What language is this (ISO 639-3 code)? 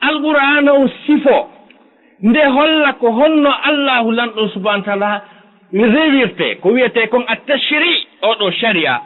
ful